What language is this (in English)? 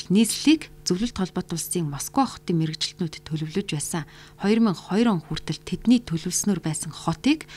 Mongolian